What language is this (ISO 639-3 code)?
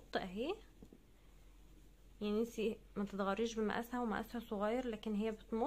arz